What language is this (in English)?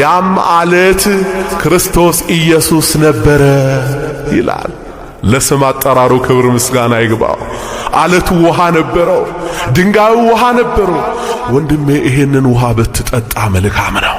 Amharic